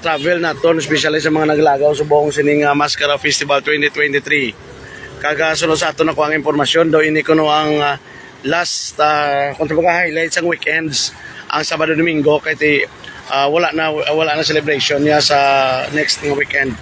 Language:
Hiligaynon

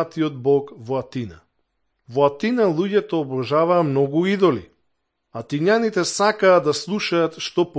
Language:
Macedonian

